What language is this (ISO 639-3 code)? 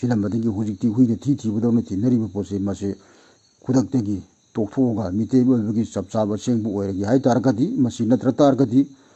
mni